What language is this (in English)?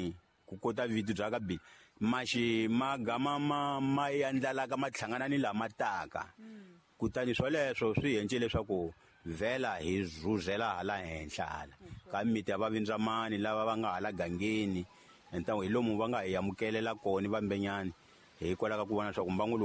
Tsonga